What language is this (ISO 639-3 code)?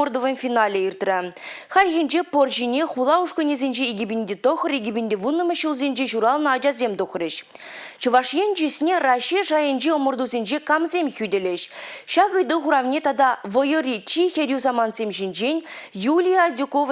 chv